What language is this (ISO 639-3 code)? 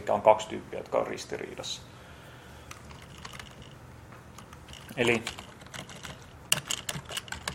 fin